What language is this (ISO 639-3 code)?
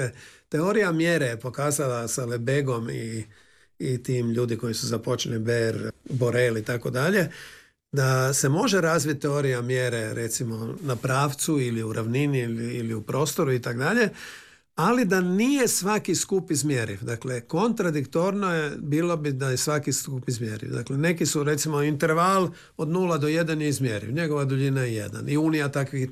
hrv